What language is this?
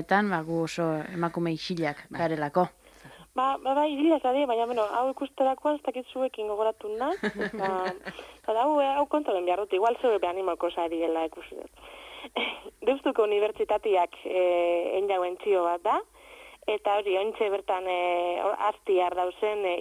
Basque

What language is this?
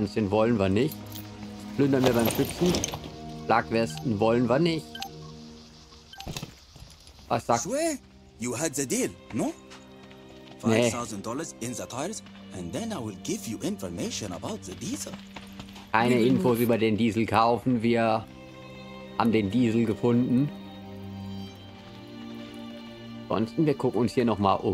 German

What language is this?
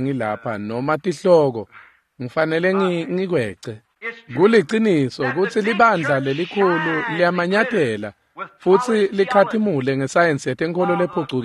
Swati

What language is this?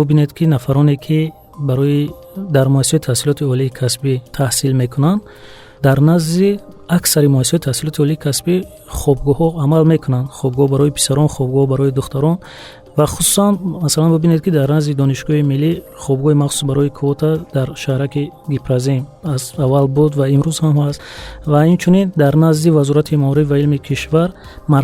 Tajik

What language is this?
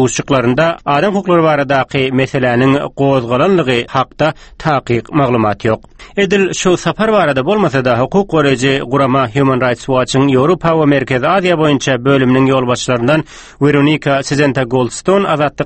Turkmen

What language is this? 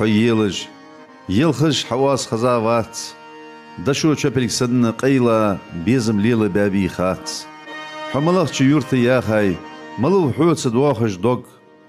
Ingush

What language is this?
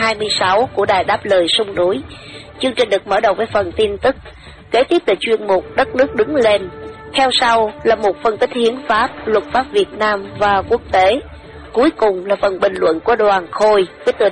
Vietnamese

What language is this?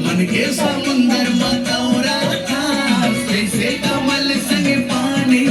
Chhattisgarhi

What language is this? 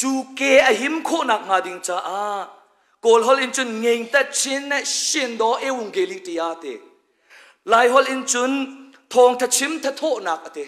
Hakha Chin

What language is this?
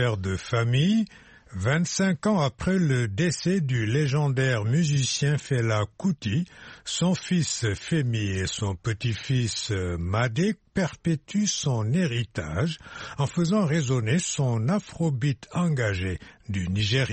French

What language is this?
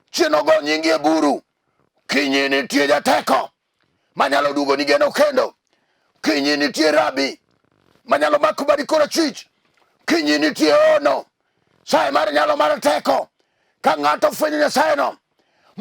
Luo (Kenya and Tanzania)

